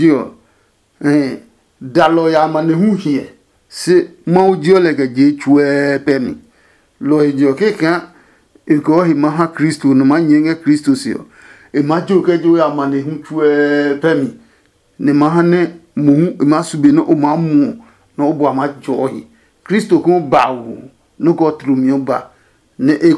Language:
Adangme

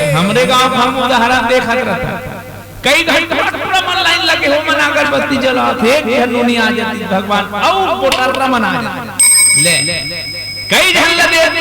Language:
Chhattisgarhi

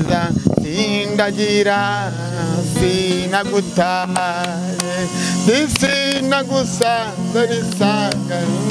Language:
Kinyarwanda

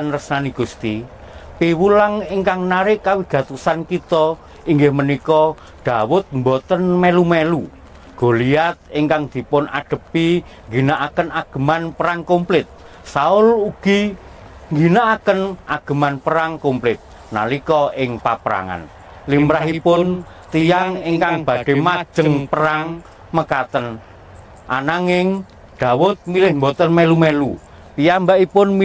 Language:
Javanese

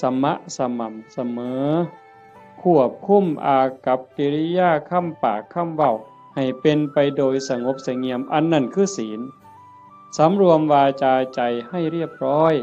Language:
Northeastern Thai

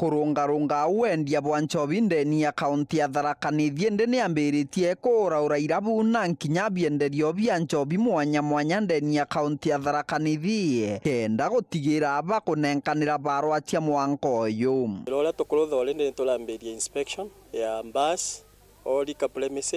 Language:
Meru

